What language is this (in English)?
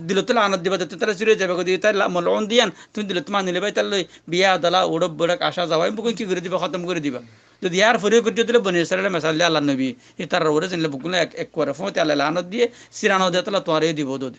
Rohingya